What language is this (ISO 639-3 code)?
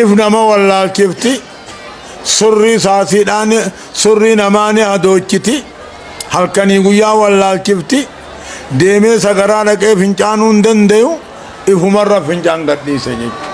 orm